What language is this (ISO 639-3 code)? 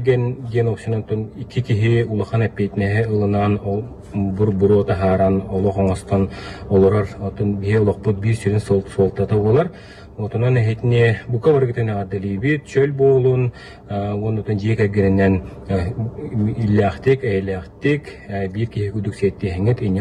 sah